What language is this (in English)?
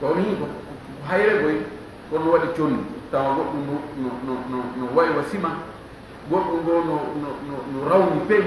Fula